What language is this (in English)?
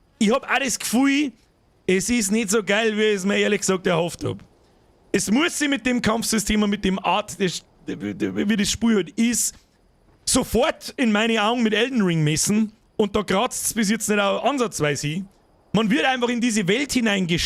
Bavarian